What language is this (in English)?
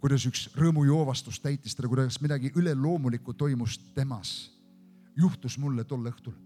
Estonian